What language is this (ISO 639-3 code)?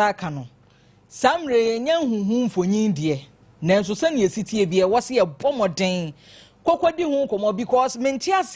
aka